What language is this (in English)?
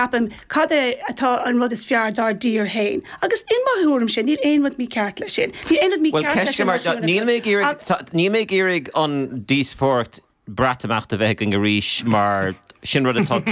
Irish